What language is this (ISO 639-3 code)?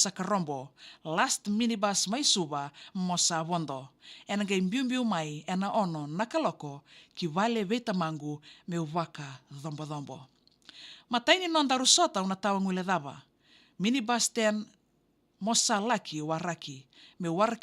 fij